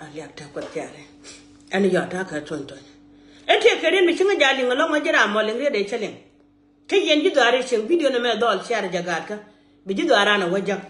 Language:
Nuer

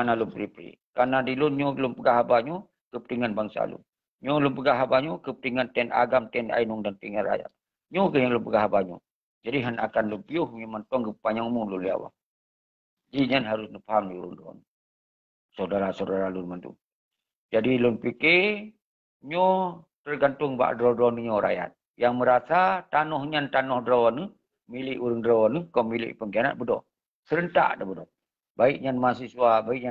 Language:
Achinese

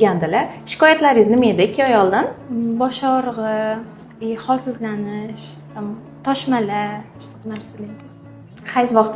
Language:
Uzbek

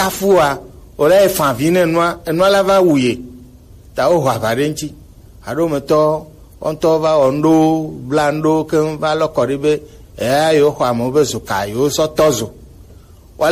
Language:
Gen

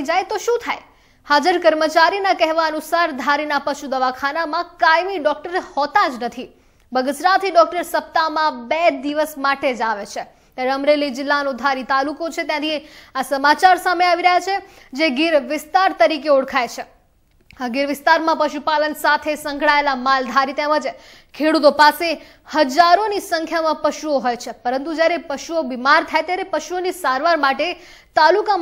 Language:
Gujarati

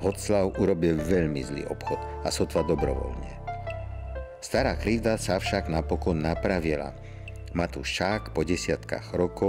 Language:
Slovak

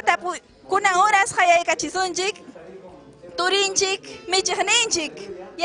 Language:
Ayacucho Quechua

